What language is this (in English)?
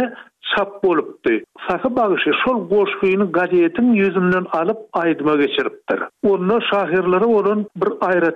Turkmen